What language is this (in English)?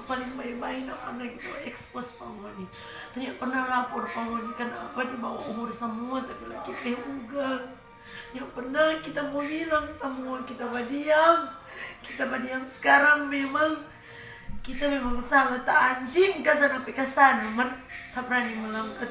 Manado Malay